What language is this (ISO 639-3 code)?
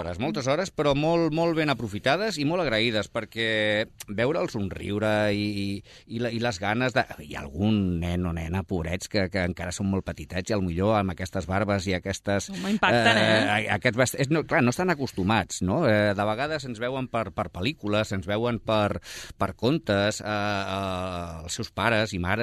cat